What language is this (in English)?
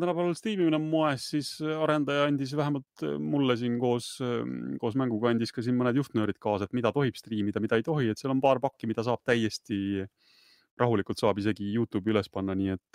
Estonian